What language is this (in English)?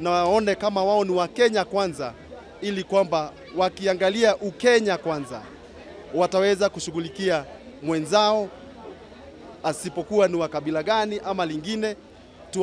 Swahili